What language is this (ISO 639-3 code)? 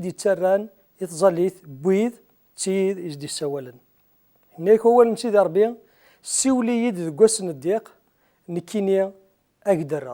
kab